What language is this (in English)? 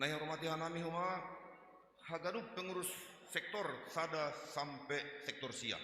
Batak Simalungun